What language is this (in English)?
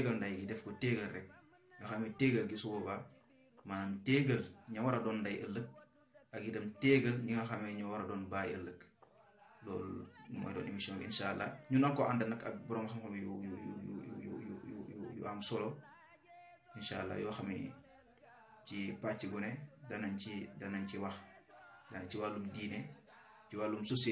Wolof